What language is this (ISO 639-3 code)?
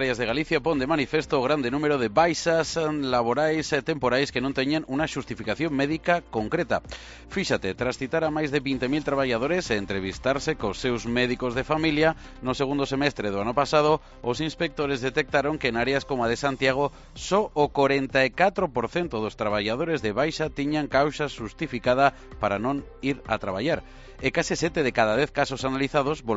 glg